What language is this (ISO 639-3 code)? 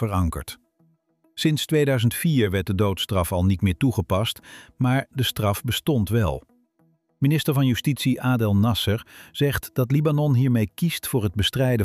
nld